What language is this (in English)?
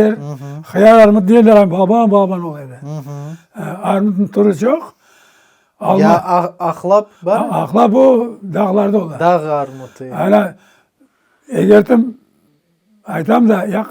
Crimean Tatar